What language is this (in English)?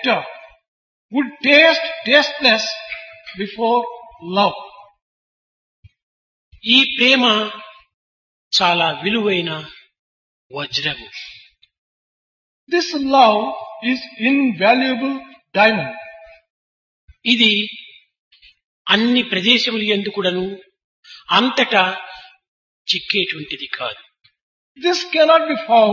Telugu